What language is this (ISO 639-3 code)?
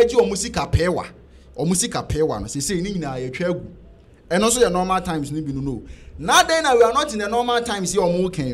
aka